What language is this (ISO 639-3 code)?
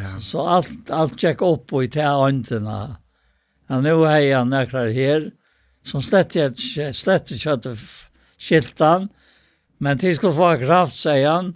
fao